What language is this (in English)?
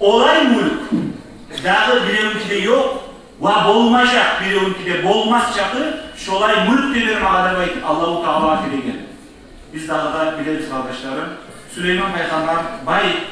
Kumyk